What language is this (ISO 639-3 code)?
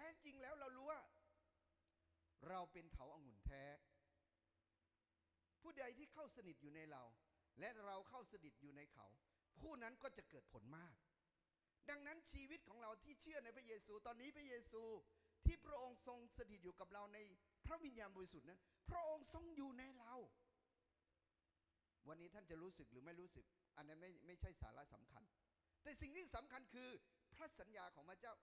tha